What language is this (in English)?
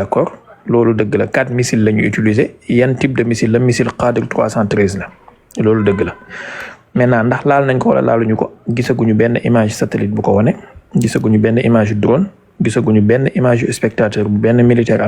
Wolof